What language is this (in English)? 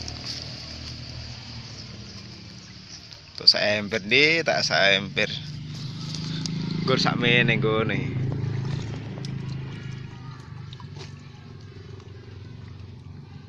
Javanese